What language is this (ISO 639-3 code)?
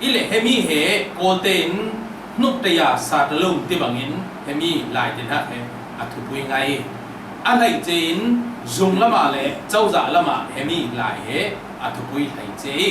cfm